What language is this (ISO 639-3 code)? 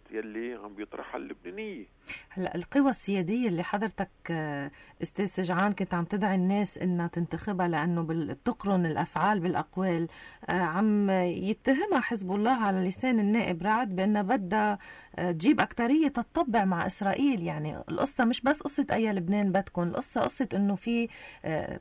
apc